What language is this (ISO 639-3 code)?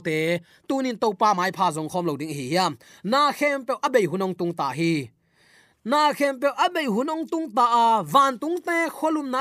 ctd